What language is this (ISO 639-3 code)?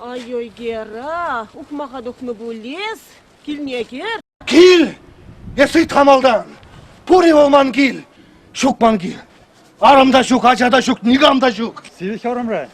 chv